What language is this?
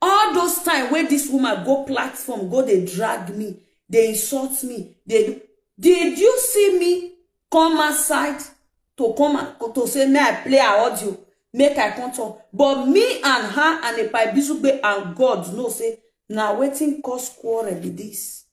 Nigerian Pidgin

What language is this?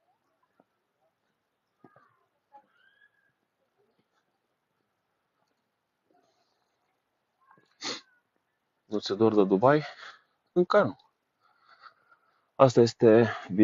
Romanian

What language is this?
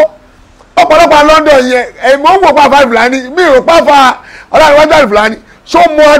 Yoruba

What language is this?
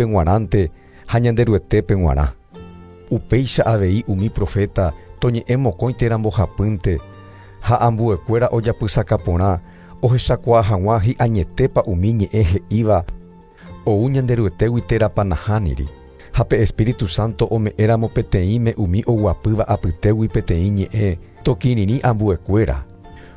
Guarani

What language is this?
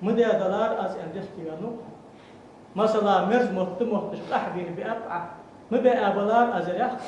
Ingush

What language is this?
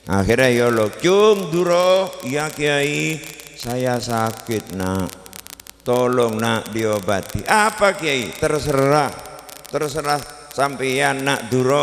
Madurese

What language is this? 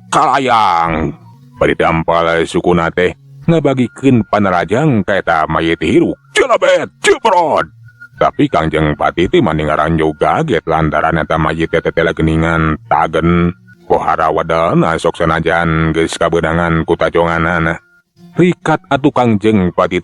Sundanese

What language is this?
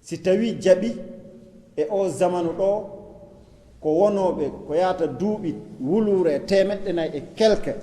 Fula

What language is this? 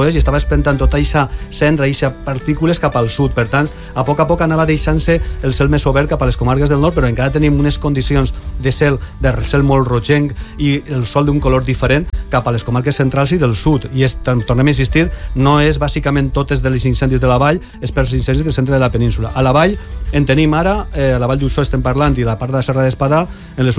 Catalan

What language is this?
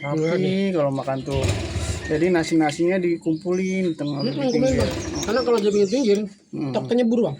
Betawi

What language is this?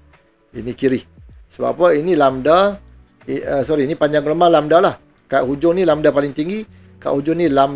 Malay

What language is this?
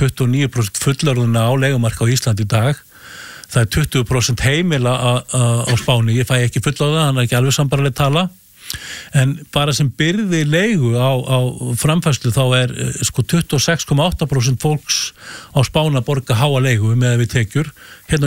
Icelandic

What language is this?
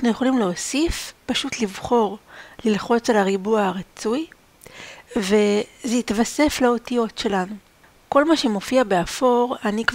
Hebrew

